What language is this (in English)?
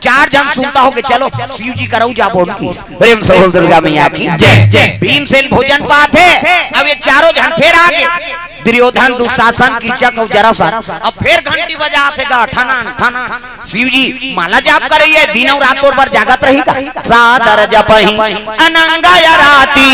Chhattisgarhi